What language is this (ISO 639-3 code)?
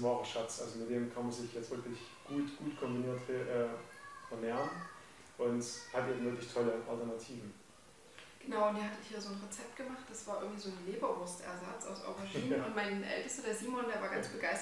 deu